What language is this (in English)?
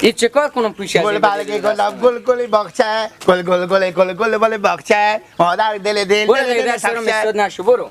Persian